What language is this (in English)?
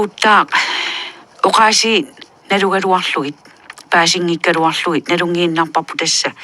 Kalaallisut